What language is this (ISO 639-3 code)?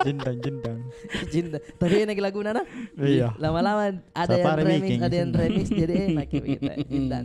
mfp